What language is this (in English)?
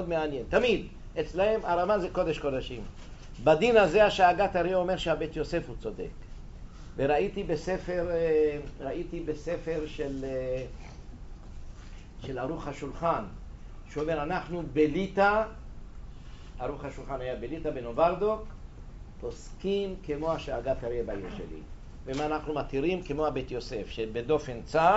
Hebrew